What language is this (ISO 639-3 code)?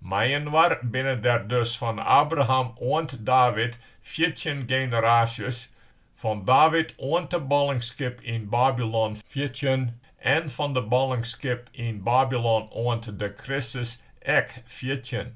fry